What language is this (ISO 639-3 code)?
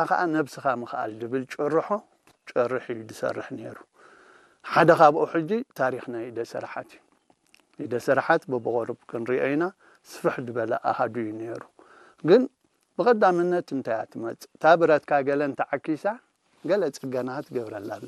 tir